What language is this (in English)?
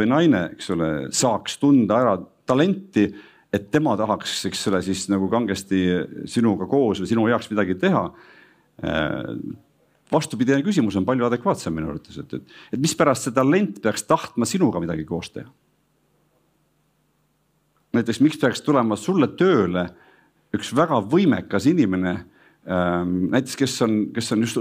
Estonian